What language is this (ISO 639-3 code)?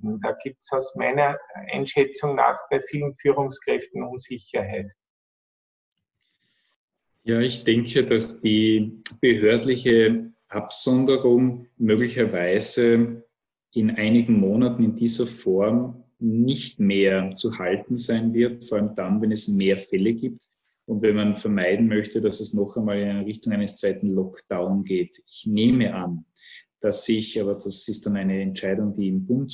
deu